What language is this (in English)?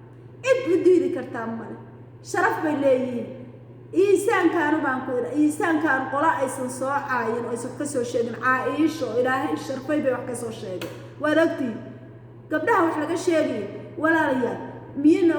Somali